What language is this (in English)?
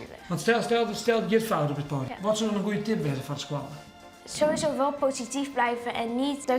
Western Frisian